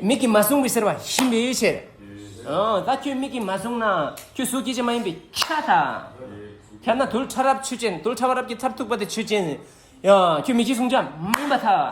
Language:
Tibetan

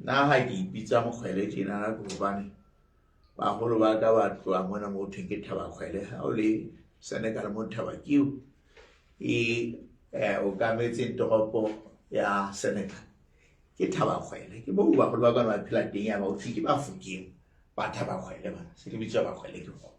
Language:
Southern Sotho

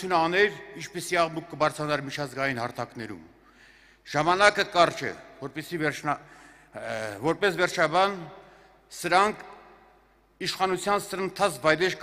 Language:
Armenian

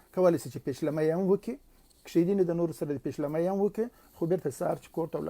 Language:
Pashto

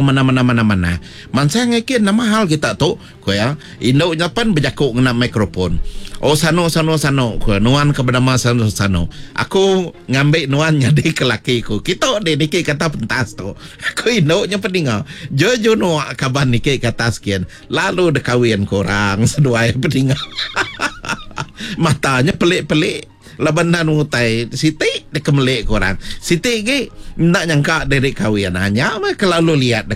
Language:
Iban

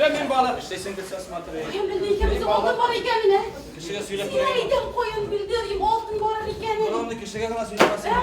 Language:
Bashkir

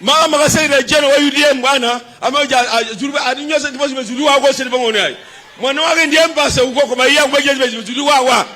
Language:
Nyanja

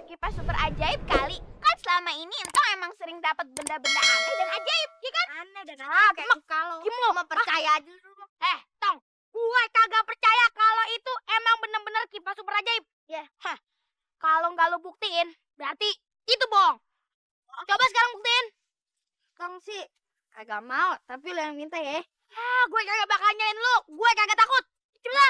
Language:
Betawi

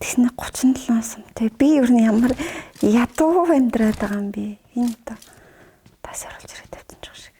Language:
Mongolian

